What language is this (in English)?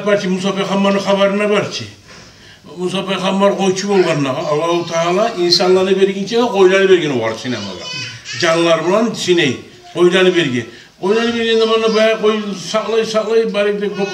Kumyk